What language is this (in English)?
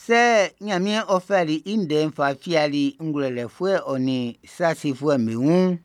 Baoulé